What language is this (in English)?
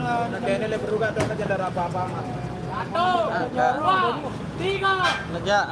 Sasak